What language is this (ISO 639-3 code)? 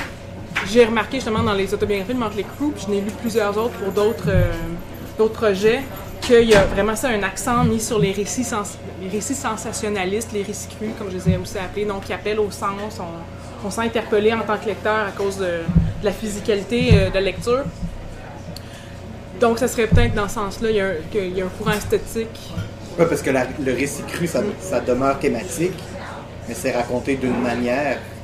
fra